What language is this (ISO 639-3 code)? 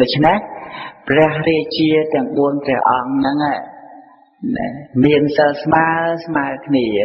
khm